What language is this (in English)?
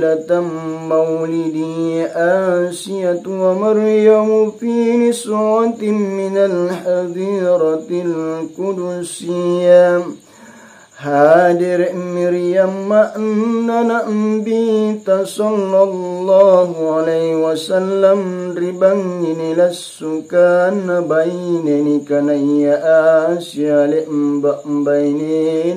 Makasar